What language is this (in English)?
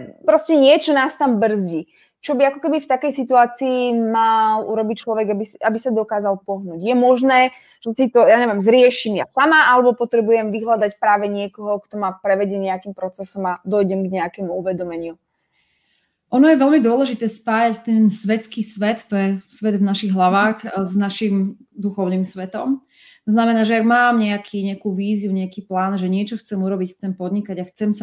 Slovak